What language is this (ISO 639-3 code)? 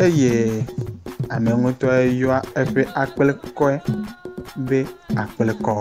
ewe